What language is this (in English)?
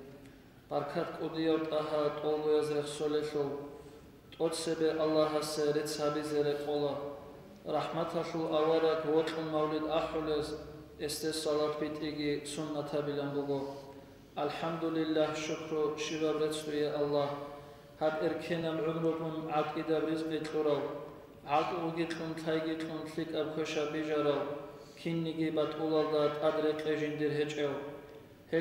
Avaric